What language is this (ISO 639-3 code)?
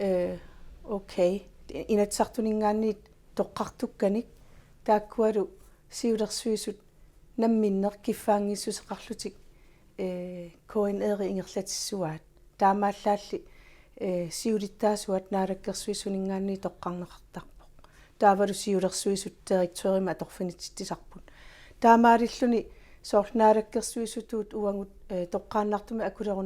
kal